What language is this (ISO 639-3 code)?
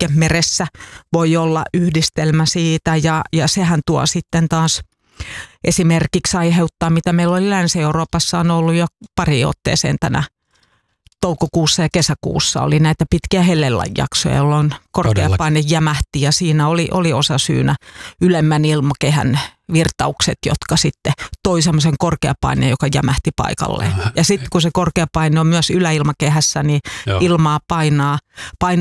fin